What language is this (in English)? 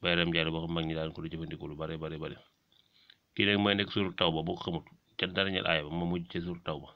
Wolof